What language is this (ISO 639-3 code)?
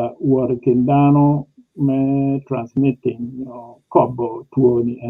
ach